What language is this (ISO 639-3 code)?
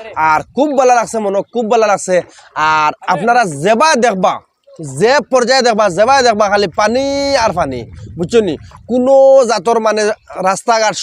syl